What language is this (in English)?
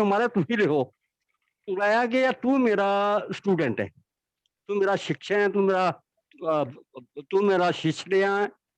Dogri